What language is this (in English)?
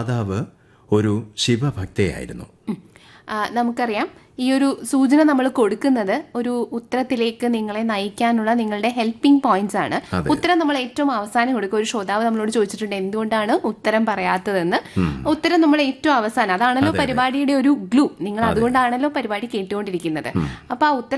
Malayalam